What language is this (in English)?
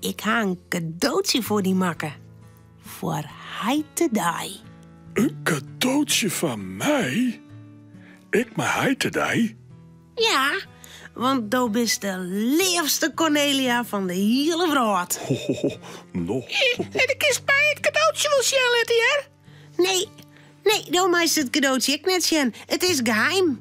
Western Frisian